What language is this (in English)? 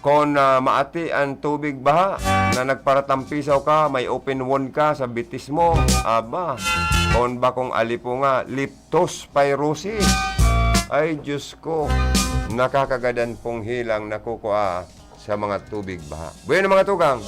Bikol